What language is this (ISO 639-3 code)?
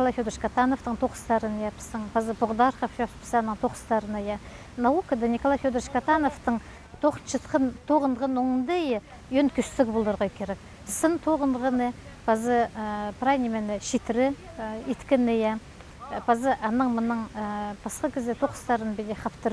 kjh